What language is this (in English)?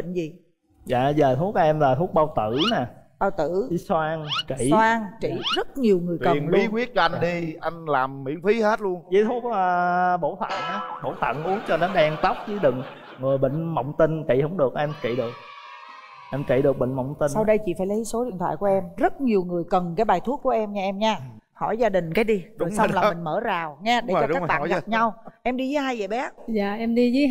Vietnamese